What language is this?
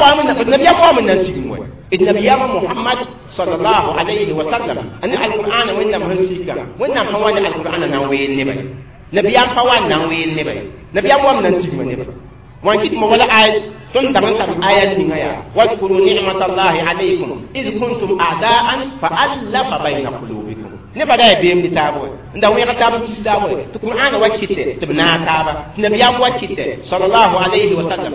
Mossi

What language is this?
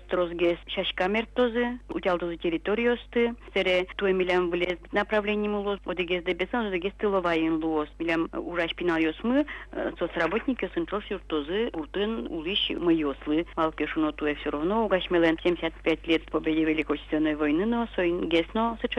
Udmurt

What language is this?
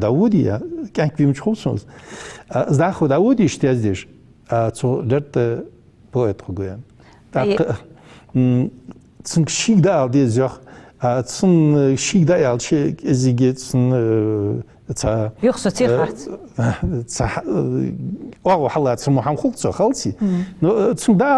Ingush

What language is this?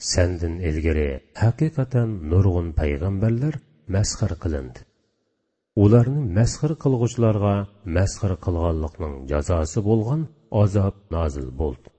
Uyghur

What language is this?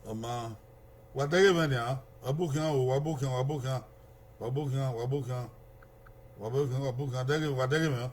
Bini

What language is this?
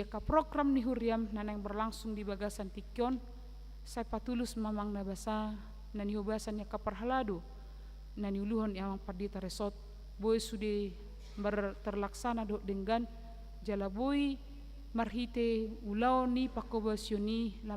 Batak Toba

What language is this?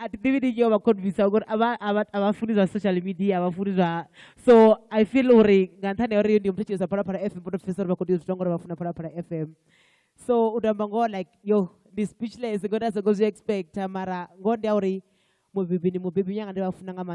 Venda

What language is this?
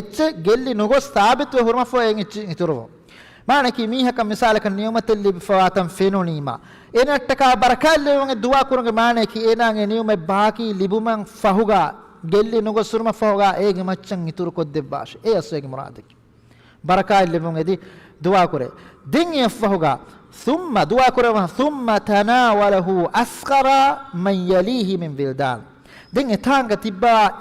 Divehi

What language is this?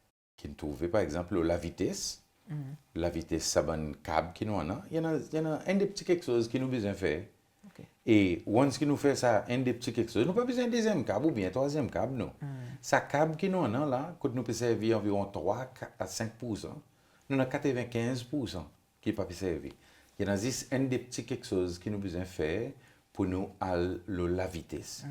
Seselwa Creole French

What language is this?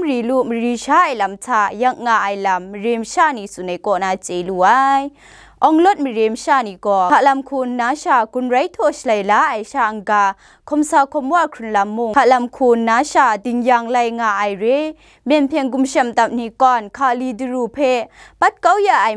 Kachin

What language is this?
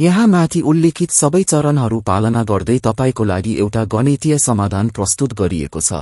Nepali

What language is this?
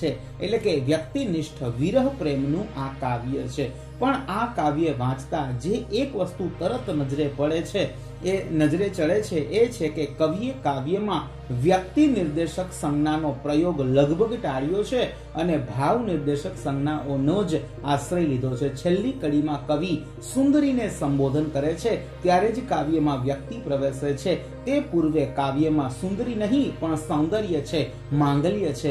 Gujarati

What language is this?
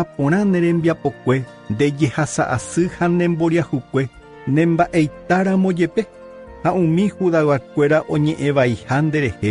Guarani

